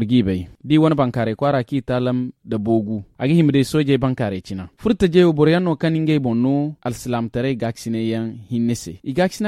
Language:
Zarma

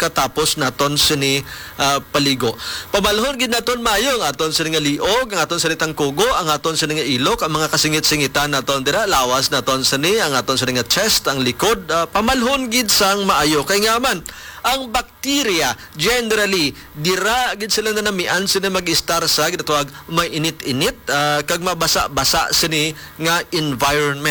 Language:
Hiligaynon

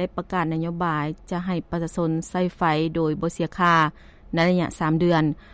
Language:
Lao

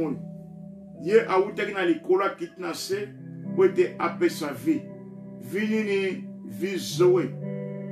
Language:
Lingala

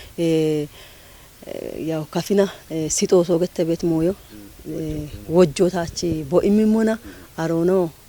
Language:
Kafa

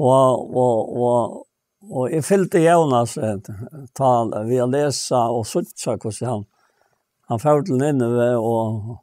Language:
Faroese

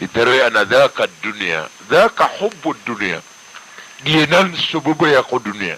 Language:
Maranao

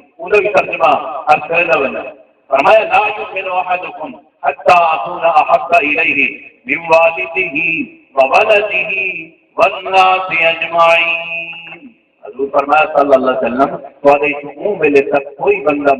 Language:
Saraiki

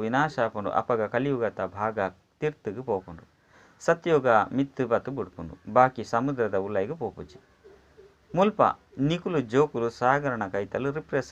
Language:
Tulu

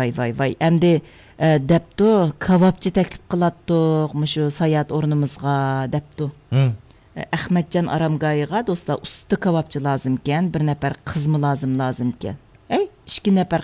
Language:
Uyghur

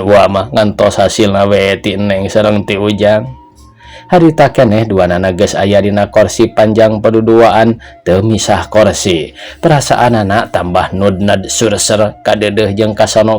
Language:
Sundanese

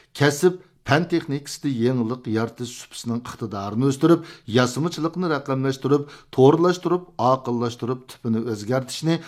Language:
Uyghur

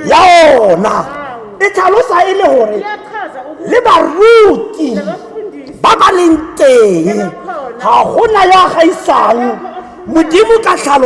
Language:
Tswana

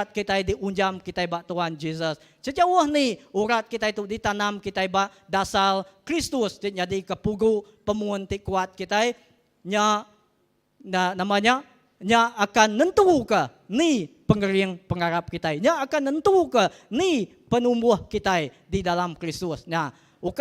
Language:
Iban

